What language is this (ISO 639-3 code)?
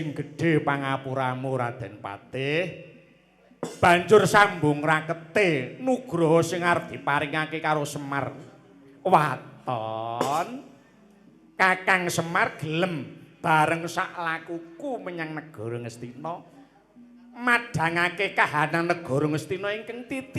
jav